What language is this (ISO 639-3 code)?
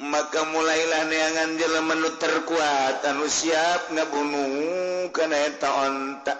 sun